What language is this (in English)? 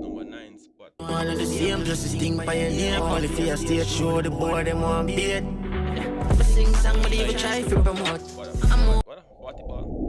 Jamaican Creole English